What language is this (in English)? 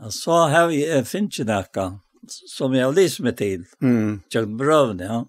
Faroese